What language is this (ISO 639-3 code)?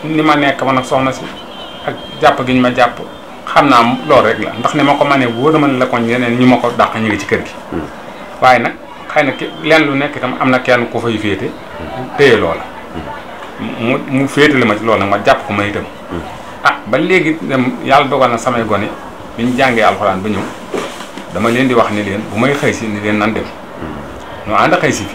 wol